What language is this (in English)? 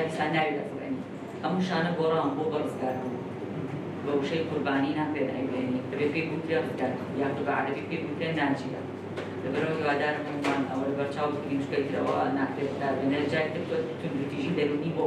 Central Kurdish